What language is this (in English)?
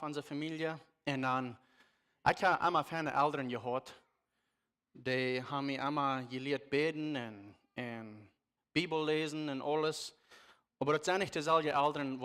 Plautdietsch